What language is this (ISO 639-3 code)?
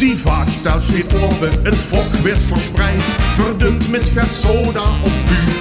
lim